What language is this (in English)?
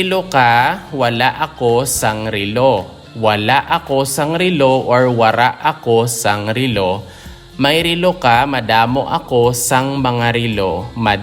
Hiligaynon